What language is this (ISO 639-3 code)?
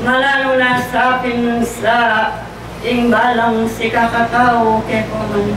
pam